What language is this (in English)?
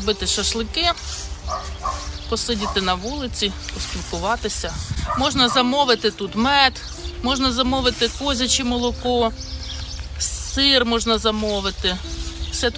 Ukrainian